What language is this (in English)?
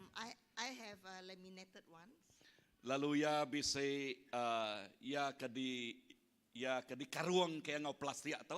Iban